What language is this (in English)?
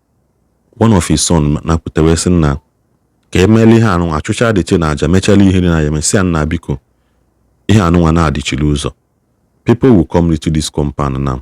Igbo